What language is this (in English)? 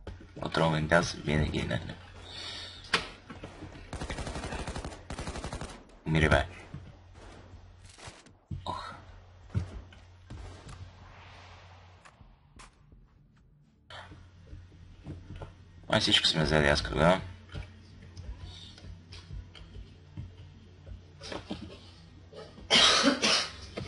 Bulgarian